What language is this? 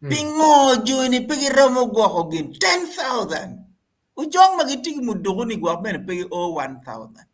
Acoli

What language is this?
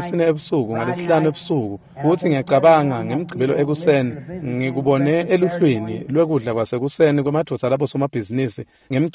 Swati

